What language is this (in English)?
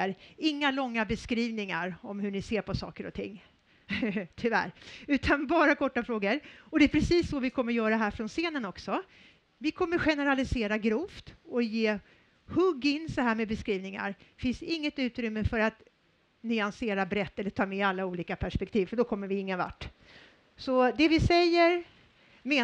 Swedish